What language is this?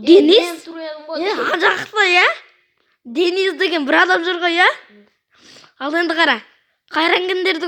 Kazakh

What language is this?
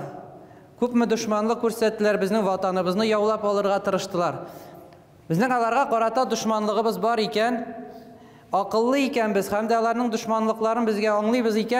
Tatar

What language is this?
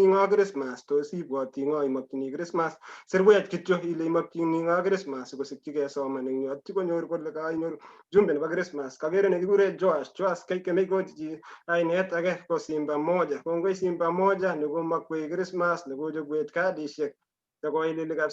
Kalenjin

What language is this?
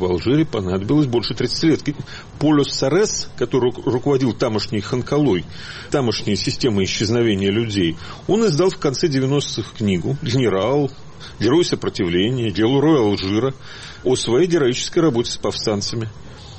Russian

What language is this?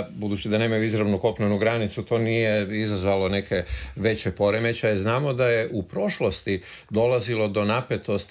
Croatian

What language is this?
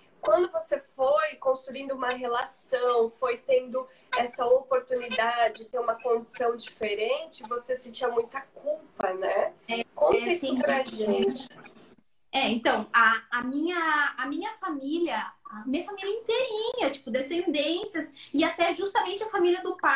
Portuguese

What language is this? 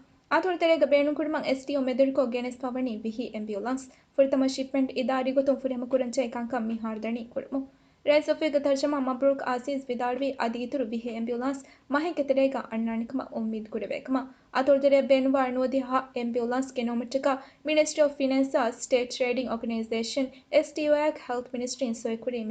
Divehi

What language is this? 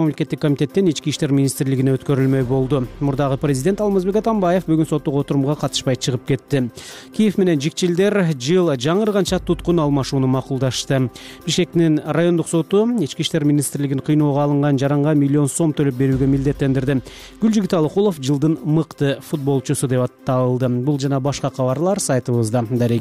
Kyrgyz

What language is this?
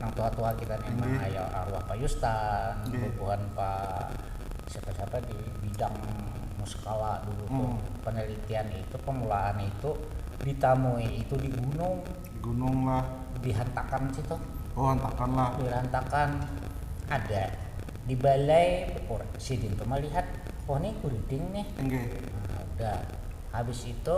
Banjar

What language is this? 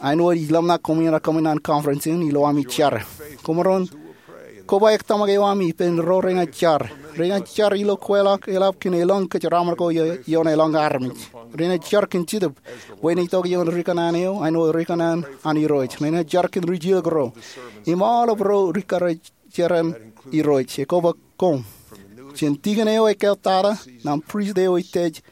Marshallese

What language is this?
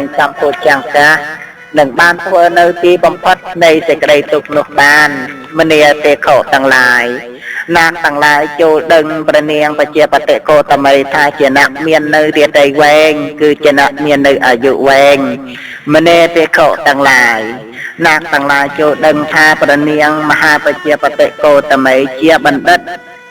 Khmer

